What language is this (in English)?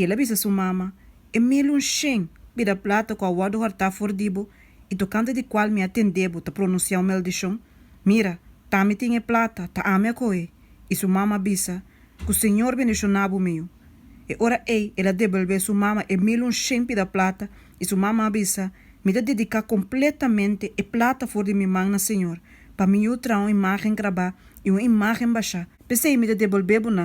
Papiamento